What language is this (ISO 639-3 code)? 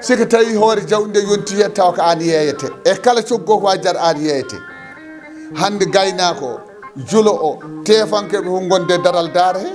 ful